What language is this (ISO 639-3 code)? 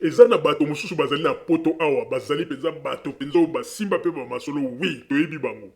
lin